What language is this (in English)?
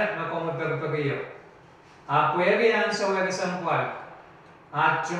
Pohnpeian